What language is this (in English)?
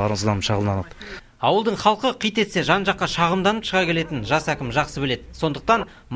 Kazakh